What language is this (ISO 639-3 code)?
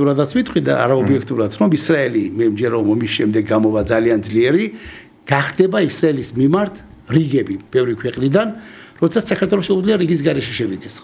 kat